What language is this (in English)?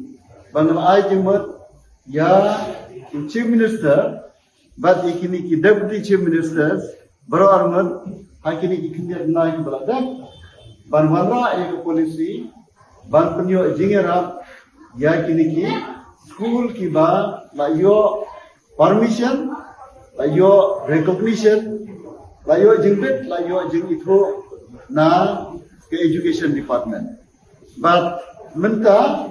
Khasi